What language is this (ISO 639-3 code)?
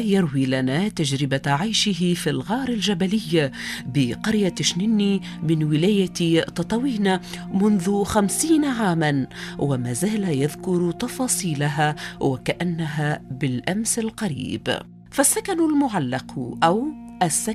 aeb